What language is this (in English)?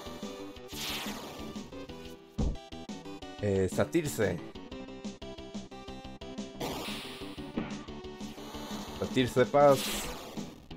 Spanish